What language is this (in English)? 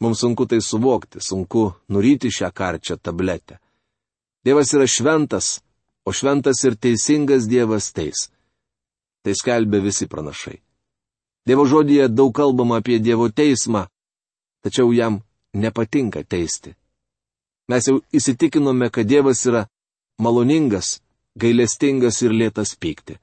Lithuanian